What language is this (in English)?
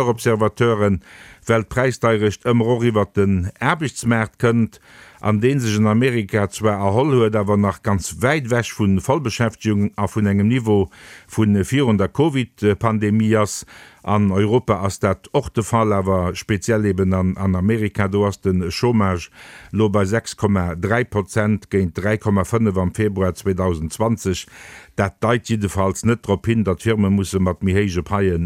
Luxembourgish